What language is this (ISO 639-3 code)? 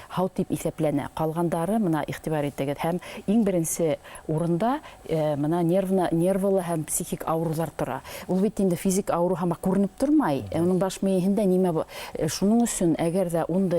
bak